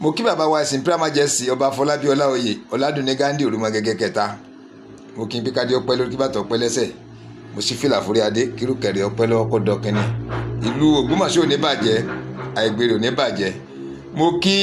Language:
Yoruba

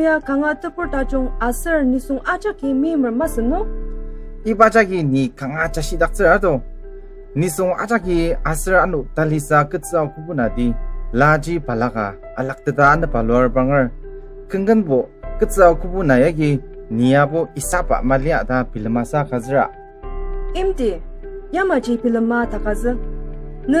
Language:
Ao Naga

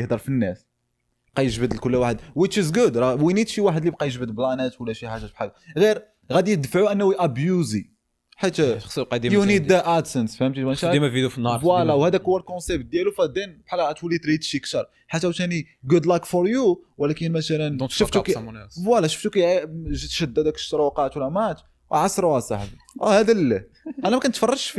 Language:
Moroccan Arabic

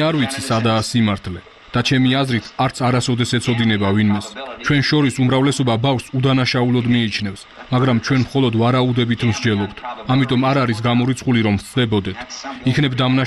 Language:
Georgian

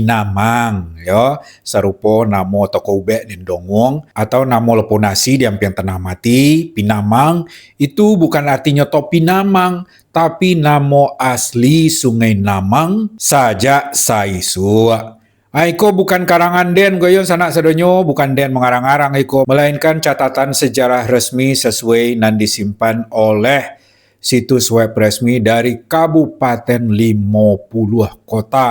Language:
Minangkabau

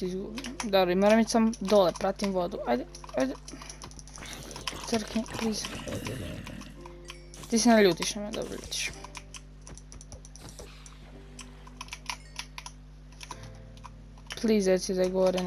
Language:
Croatian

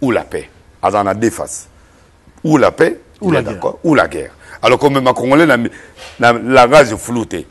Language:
Lingala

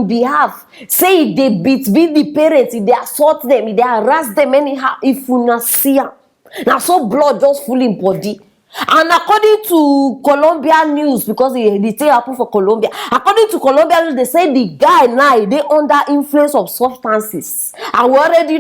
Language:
Nigerian Pidgin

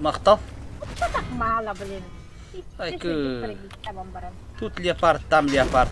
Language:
Yakut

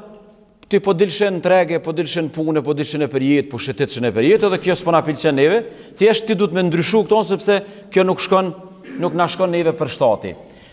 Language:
Albanian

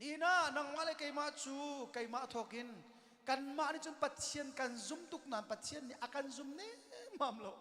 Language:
Hakha Chin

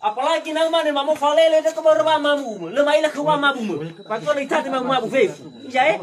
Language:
Nias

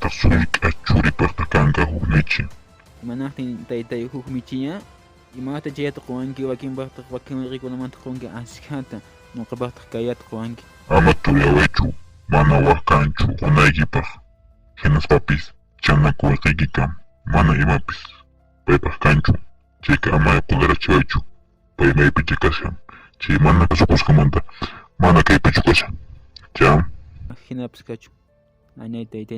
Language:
Quechua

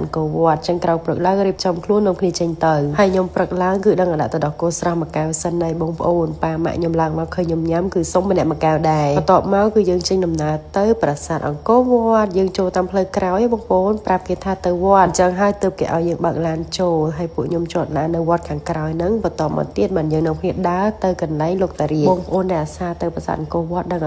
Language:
Khmer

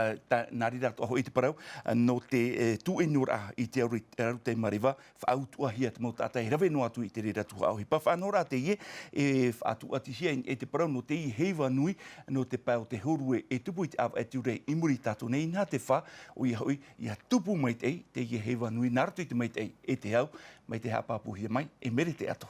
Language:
Tahitian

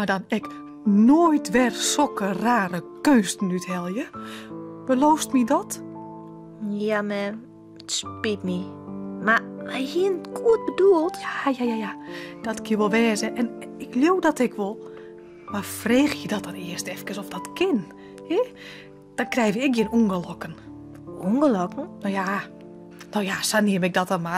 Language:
Western Frisian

